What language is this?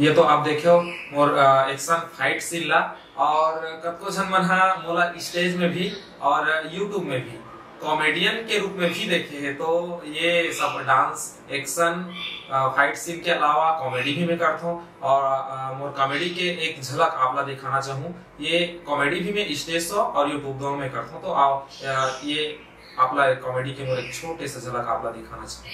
Chhattisgarhi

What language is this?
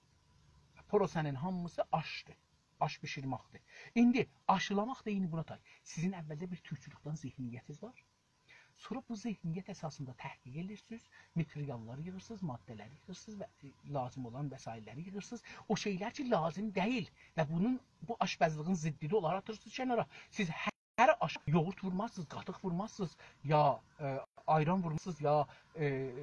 South Azerbaijani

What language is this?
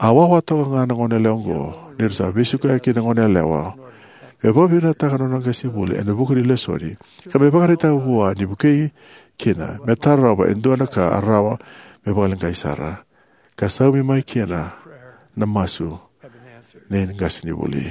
Fijian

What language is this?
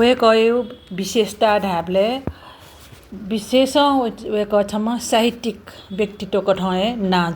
Newari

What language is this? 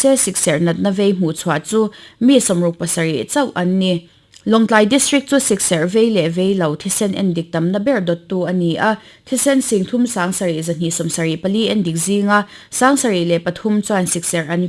Mizo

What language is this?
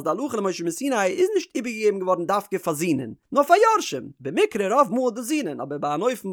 Yiddish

